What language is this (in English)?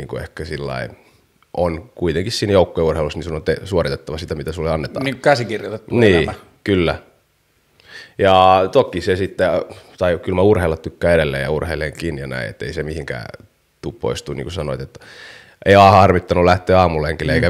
Finnish